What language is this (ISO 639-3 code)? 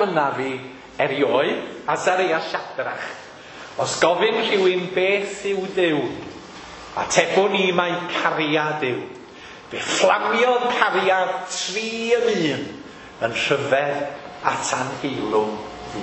cym